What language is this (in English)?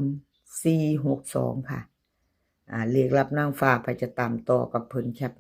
Northeastern Thai